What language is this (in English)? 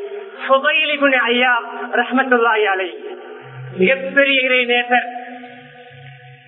Tamil